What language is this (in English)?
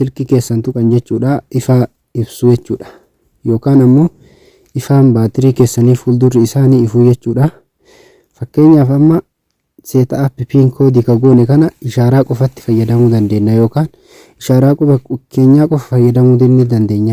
Oromo